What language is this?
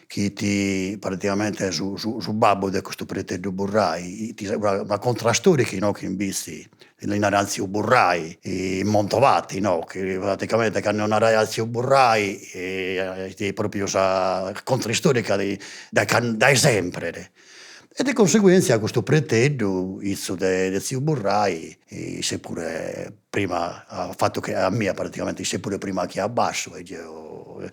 Sardinian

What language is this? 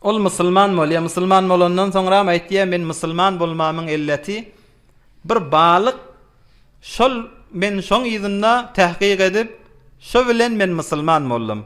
Turkmen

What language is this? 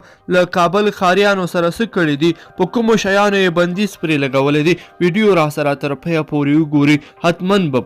Pashto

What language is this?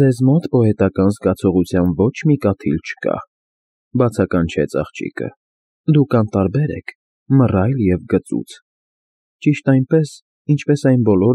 Armenian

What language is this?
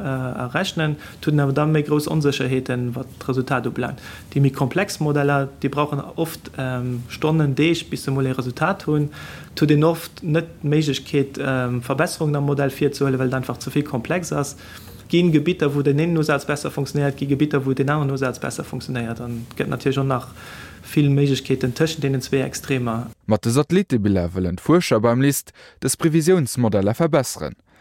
Luxembourgish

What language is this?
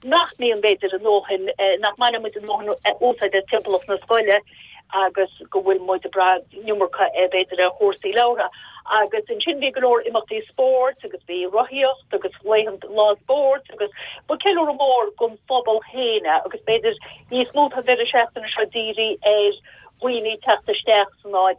Irish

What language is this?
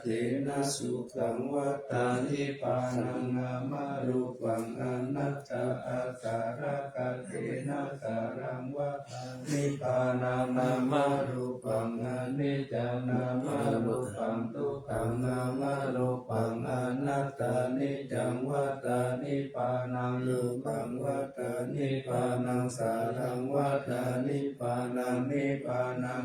Pali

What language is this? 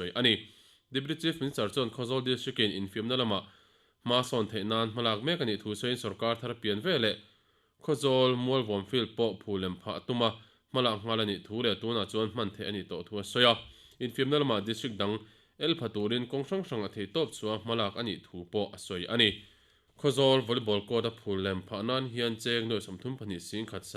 Mizo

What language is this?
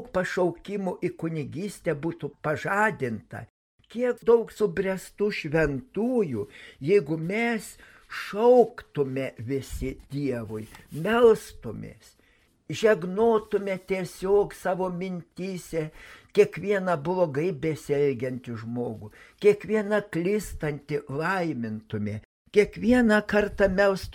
Lithuanian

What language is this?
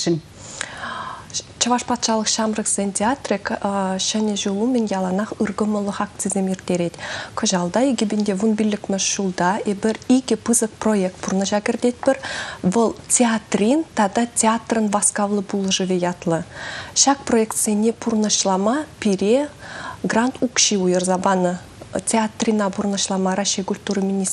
Chuvash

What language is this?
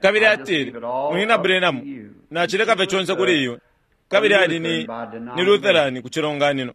Bemba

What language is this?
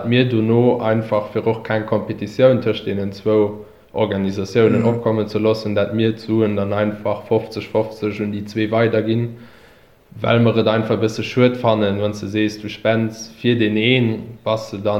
Luxembourgish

